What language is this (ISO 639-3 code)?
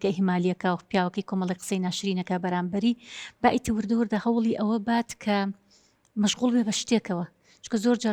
ckb